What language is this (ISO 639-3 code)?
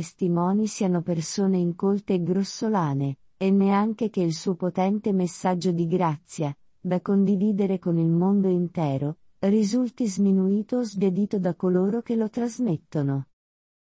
ita